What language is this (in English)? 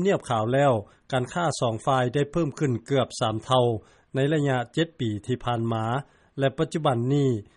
Lao